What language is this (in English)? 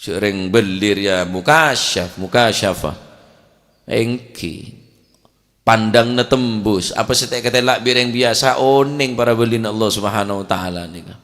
Madurese